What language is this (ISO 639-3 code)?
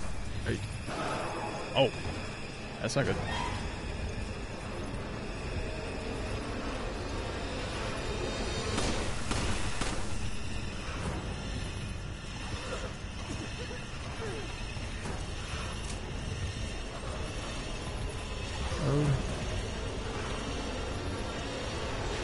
eng